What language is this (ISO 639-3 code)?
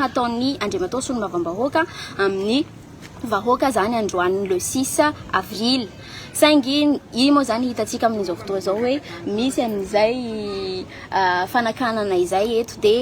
mlg